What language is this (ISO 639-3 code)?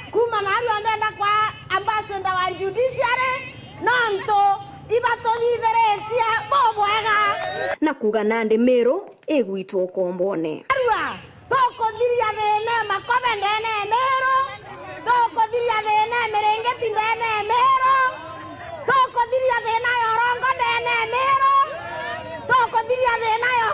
mer